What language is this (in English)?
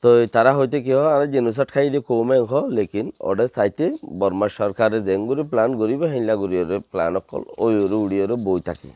Rohingya